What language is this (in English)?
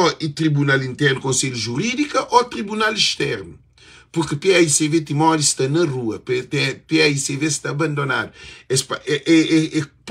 Kabuverdianu